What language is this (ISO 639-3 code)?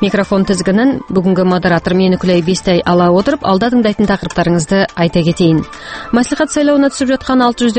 kaz